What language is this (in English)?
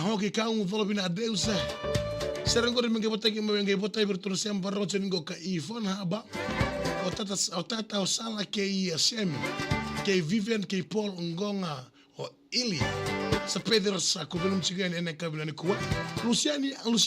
Fijian